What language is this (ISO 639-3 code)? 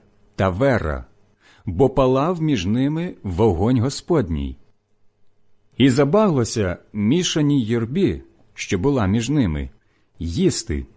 ukr